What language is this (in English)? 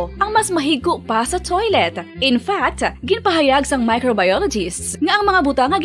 Hiligaynon